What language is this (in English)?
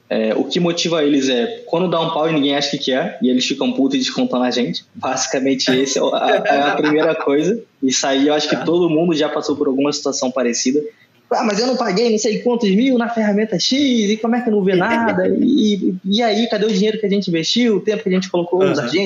Portuguese